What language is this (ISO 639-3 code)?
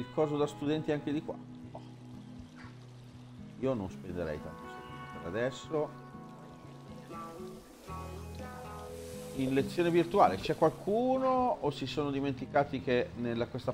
ita